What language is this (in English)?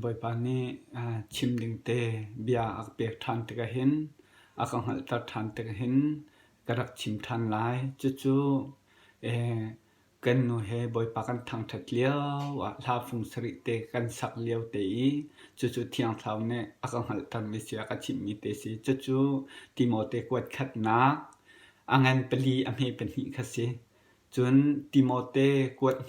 Hakha Chin